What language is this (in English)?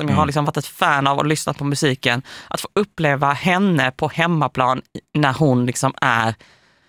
Swedish